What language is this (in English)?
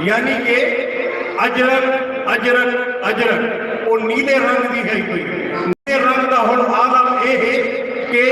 Saraiki